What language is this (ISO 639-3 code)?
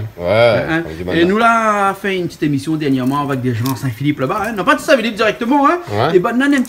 rcf